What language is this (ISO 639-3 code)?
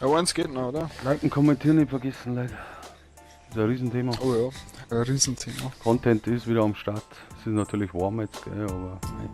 bar